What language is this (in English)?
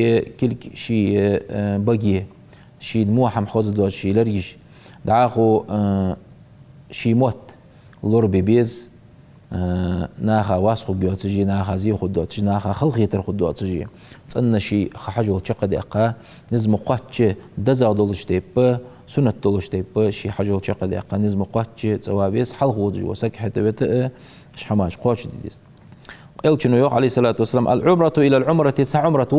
Ingush